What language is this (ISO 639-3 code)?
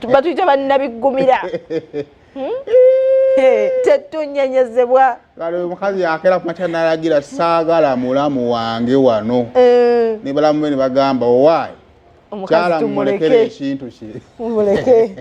lug